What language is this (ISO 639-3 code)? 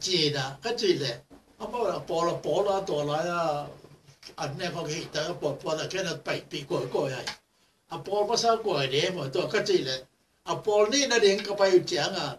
ctd